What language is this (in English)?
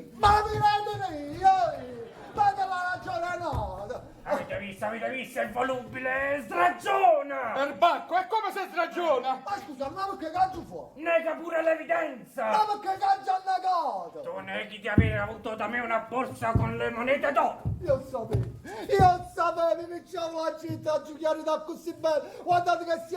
Neapolitan